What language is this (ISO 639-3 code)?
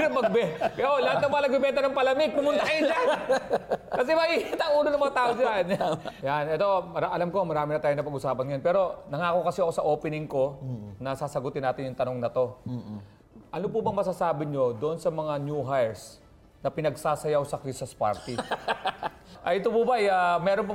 fil